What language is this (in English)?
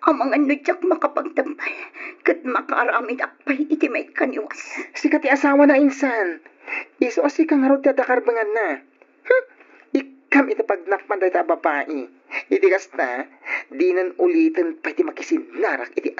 Iloko